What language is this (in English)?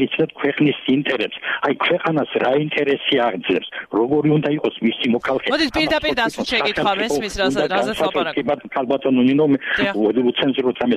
Georgian